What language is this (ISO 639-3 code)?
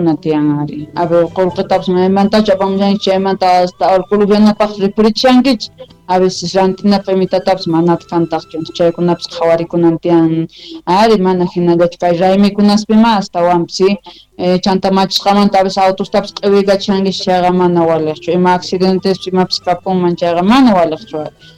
que